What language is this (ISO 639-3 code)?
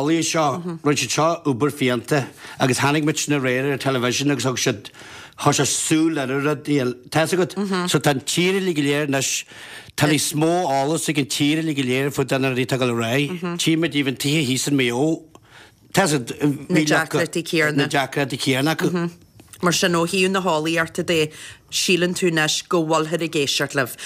gle